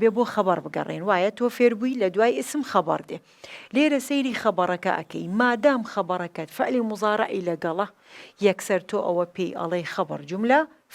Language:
Central Kurdish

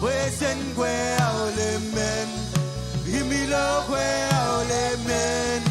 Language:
Marshallese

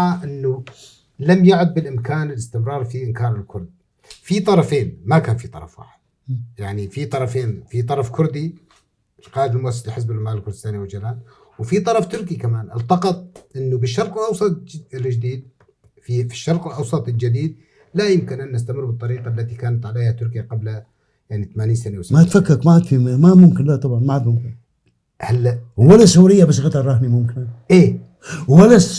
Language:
North Levantine Arabic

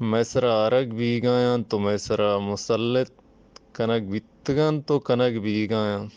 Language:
Baluchi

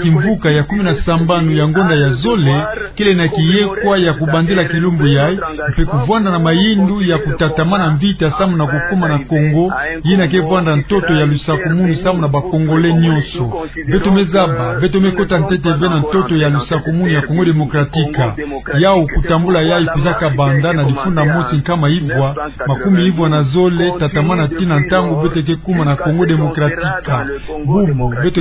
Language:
Kituba (Democratic Republic of Congo)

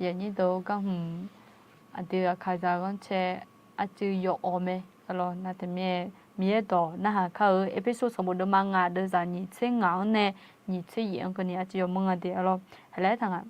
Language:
Akha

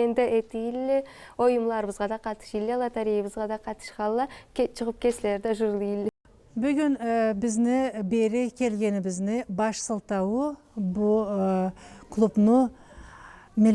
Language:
Karachay-Balkar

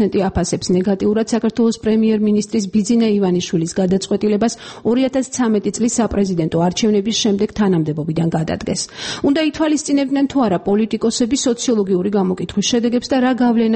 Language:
Georgian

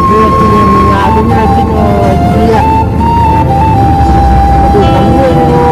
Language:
Minangkabau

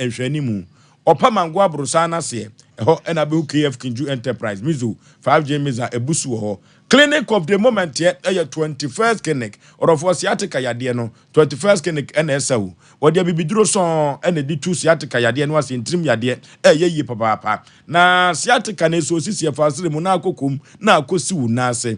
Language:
Akan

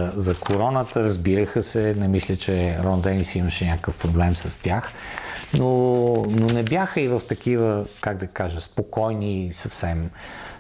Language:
Bulgarian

